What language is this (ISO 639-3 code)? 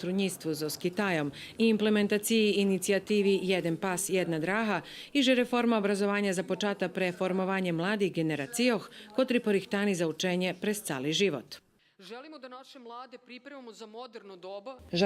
rue